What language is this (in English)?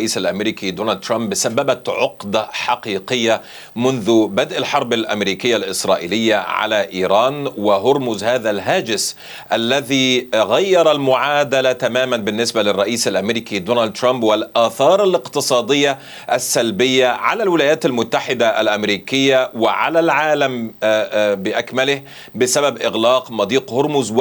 Arabic